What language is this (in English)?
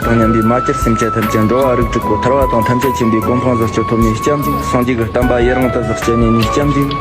Tibetan